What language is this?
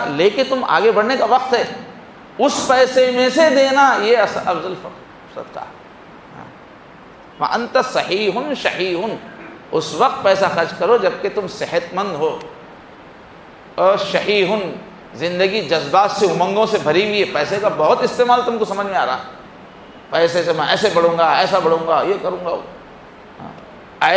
Urdu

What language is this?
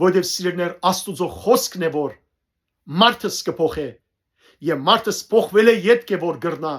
Western Armenian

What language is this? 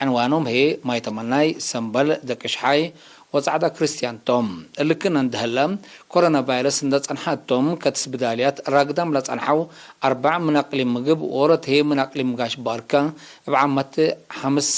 Tigre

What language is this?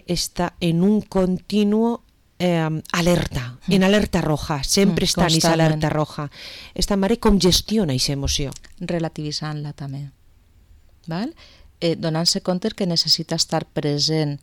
Catalan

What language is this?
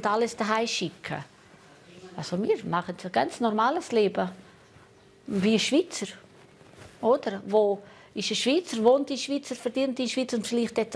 Romansh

